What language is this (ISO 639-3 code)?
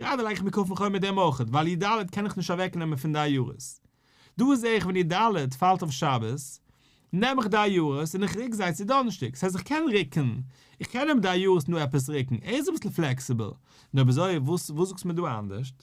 yid